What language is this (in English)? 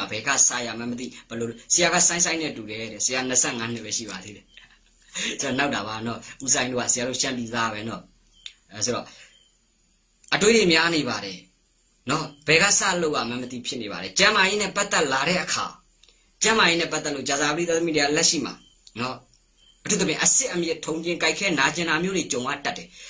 Burmese